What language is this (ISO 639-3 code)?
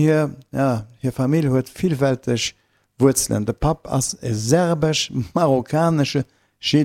ltz